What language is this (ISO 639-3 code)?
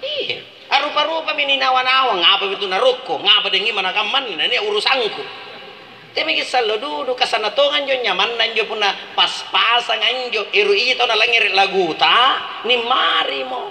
mak